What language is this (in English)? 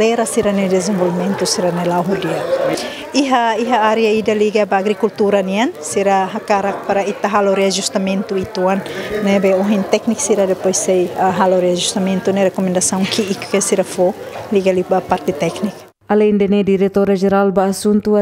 Tetum